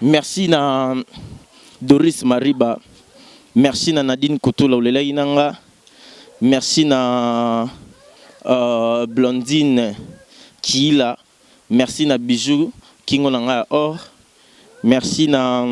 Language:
Lingala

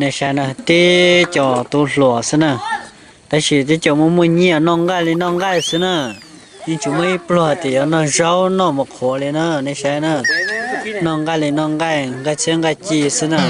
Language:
Hmong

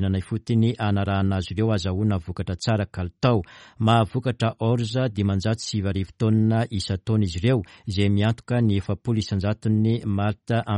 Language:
Malagasy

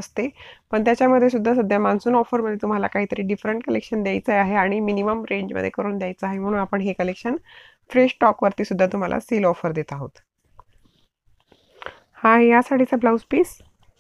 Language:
Marathi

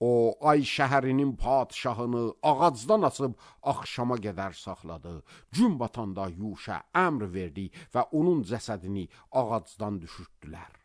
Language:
Azerbaijani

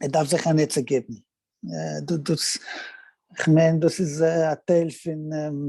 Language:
Yiddish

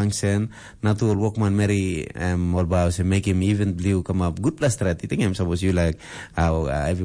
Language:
Tok Pisin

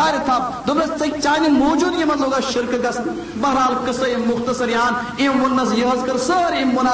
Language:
Kashmiri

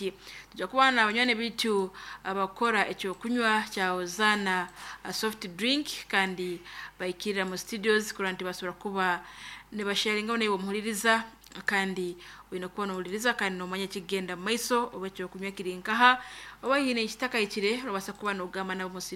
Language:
Nyankole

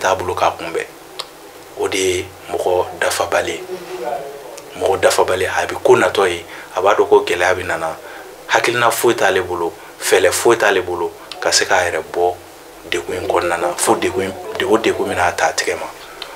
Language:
Bambara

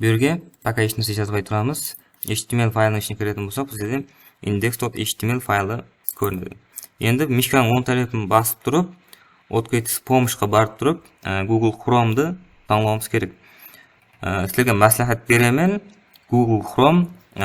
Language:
Kara-Kalpak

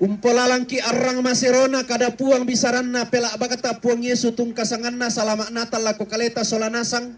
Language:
Toraja-Sa'dan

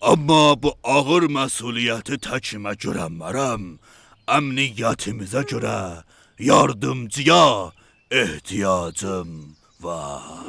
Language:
South Azerbaijani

